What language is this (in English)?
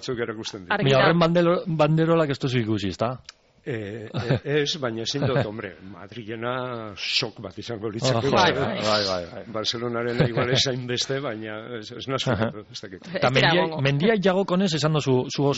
Basque